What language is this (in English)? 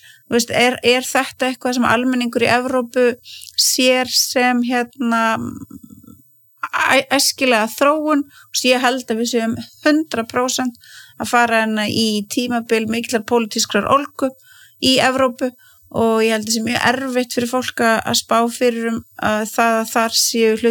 Icelandic